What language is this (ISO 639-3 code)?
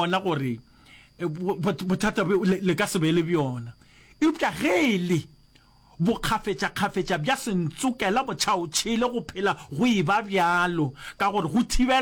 nso